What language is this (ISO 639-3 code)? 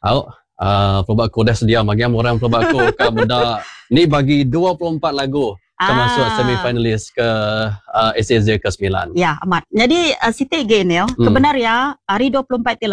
iba